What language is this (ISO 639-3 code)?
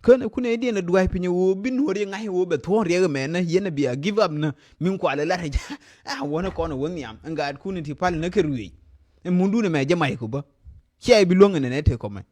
nus